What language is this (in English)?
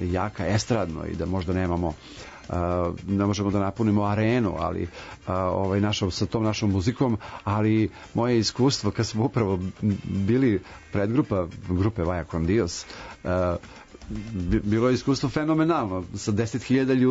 Serbian